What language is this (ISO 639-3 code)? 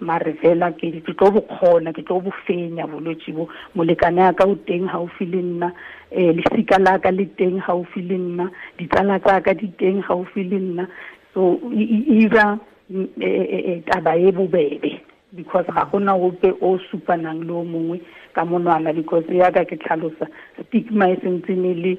tsn